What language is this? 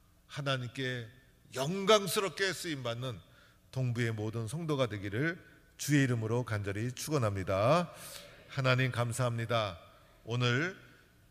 Korean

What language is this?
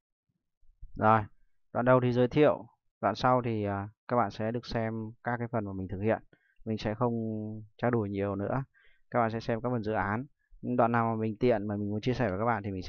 Vietnamese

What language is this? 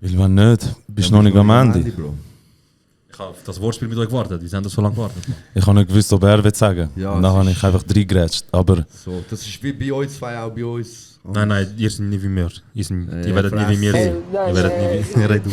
Swiss German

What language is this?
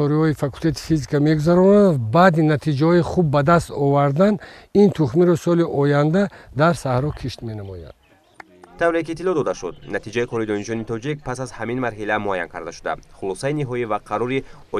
Tajik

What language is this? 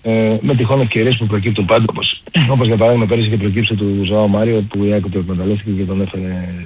Greek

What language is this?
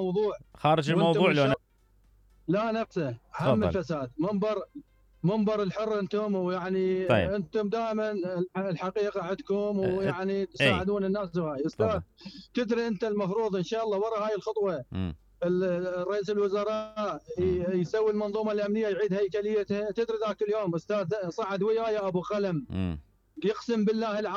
Mesopotamian Arabic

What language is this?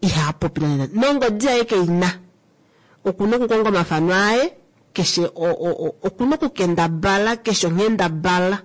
Kuanyama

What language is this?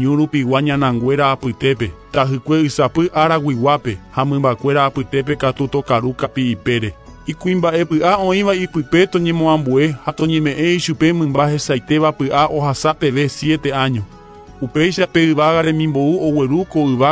Guarani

